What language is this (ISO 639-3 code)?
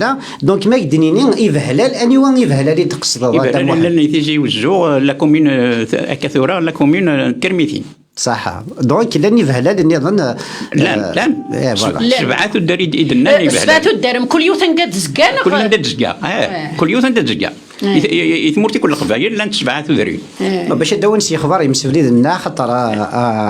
kab